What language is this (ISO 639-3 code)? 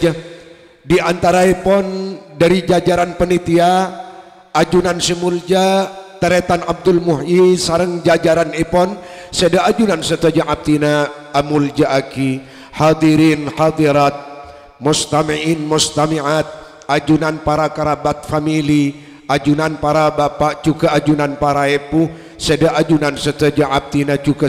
mad